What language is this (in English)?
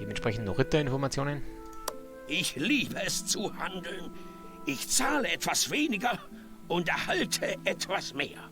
Bavarian